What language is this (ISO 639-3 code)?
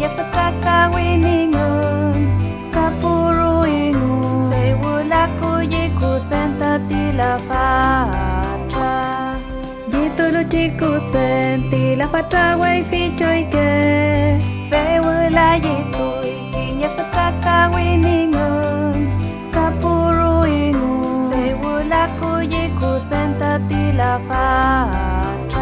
arn